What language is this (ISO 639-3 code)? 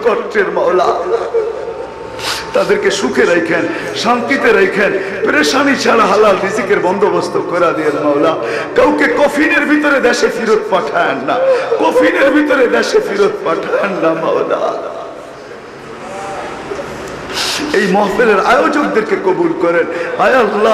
ben